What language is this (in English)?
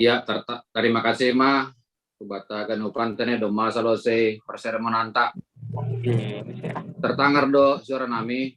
Batak Simalungun